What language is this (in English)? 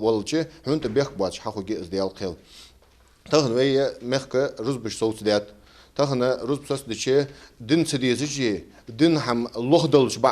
Ingush